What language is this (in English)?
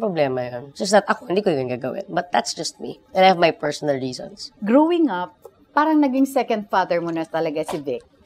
Filipino